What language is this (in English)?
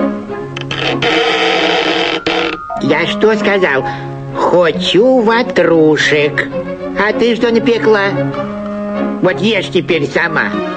Russian